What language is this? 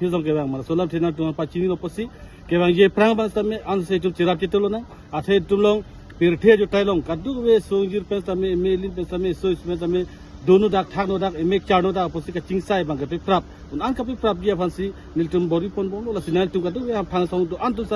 Karbi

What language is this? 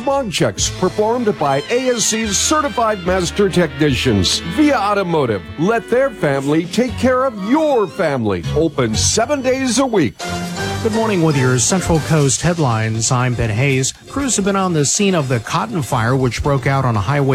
English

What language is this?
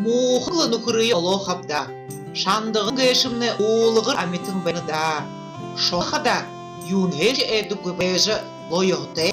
Buriat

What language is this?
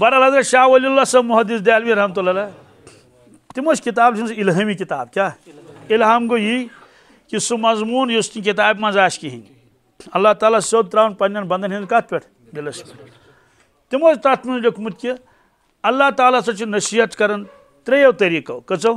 Kashmiri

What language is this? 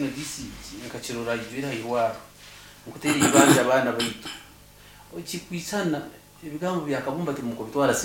Nyankole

